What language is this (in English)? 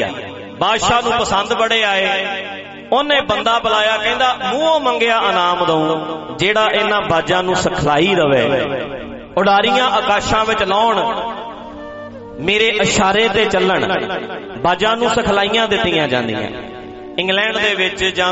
Punjabi